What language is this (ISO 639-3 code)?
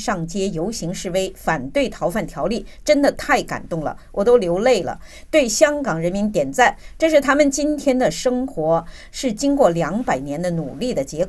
zho